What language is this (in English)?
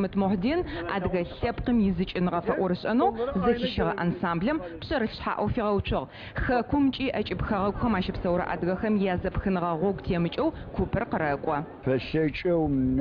Adyghe